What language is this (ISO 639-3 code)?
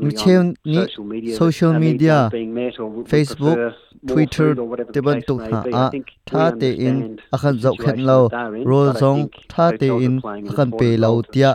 cnh